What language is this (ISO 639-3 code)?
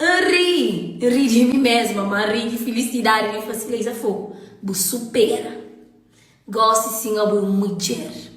kea